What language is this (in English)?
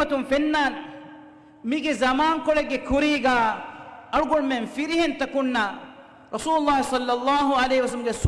Divehi